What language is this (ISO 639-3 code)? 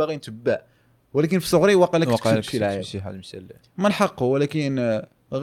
ary